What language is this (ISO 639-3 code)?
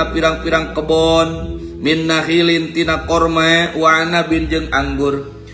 sun